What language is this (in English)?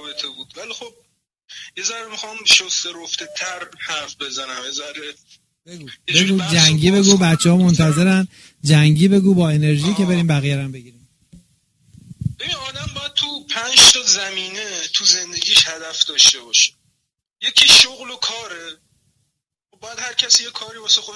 Persian